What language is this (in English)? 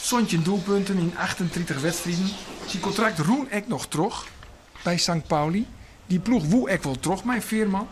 Western Frisian